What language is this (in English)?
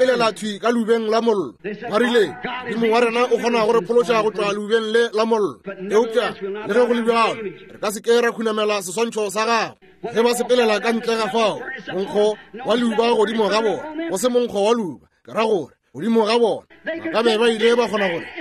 Northern Sotho